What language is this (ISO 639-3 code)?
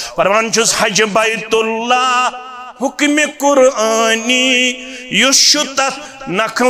kas